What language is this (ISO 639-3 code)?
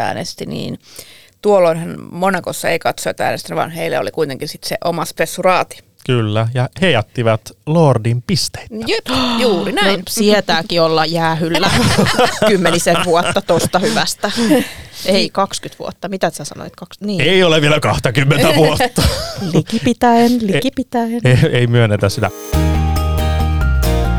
fin